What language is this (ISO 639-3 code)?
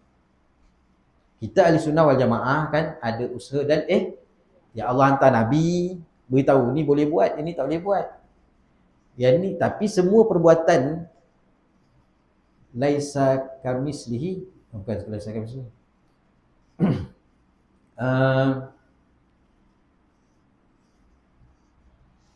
msa